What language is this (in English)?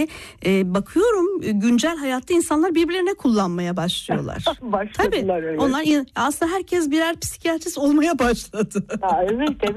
Turkish